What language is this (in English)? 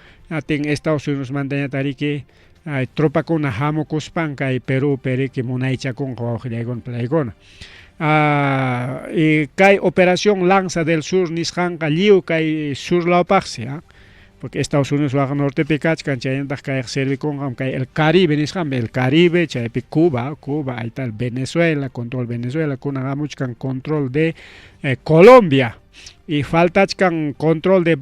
Ayacucho Quechua